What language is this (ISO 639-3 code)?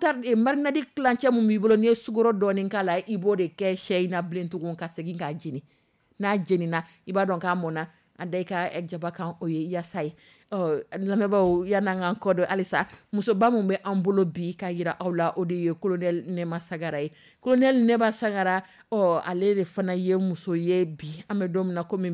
dyu